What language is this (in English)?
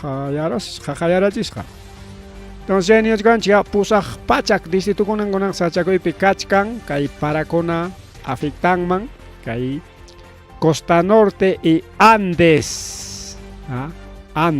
Ayacucho Quechua